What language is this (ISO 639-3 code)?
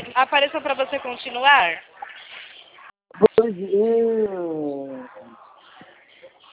por